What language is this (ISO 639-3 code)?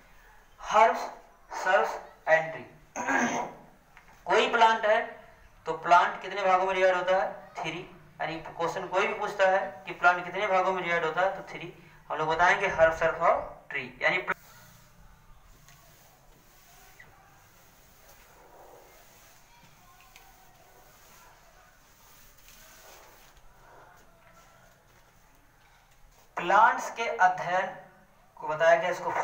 hin